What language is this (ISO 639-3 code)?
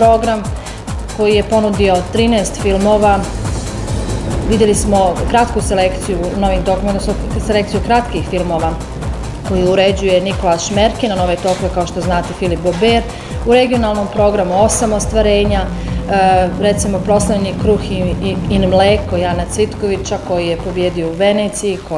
bos